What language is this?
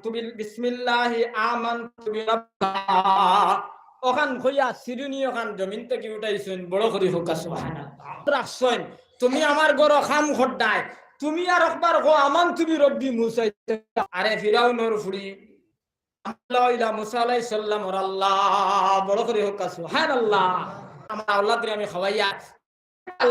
Sylheti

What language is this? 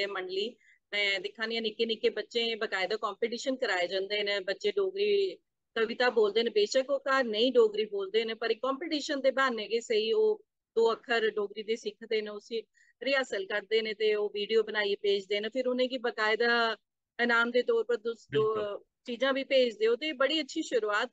Dogri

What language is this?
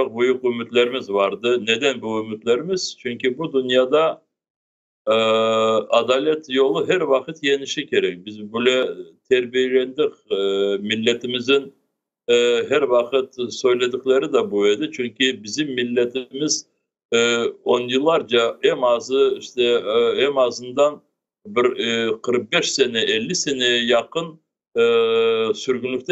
Crimean Tatar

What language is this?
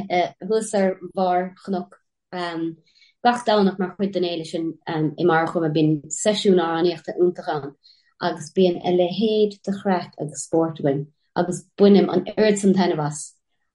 Irish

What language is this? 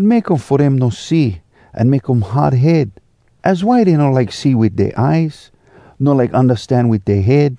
Hawai'i Creole English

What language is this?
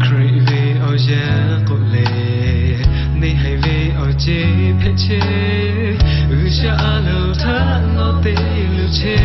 Lahu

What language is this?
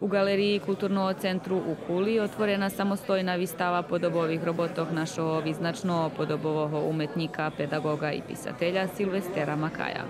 Rusyn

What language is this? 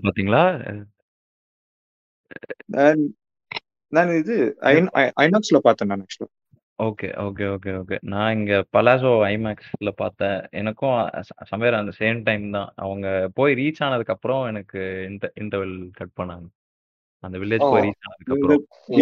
Tamil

